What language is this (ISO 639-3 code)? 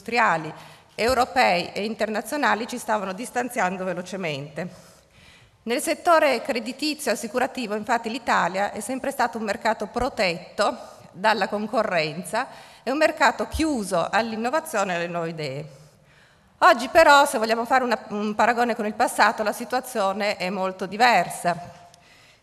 ita